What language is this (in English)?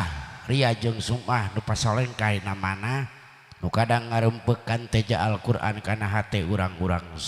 Sundanese